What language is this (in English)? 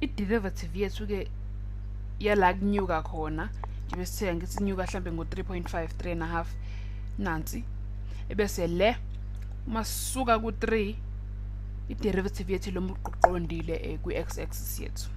Zulu